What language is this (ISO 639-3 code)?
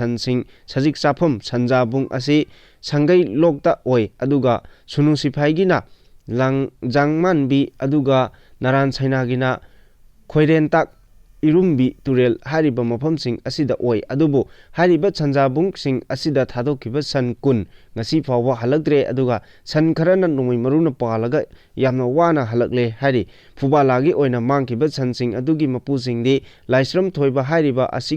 mni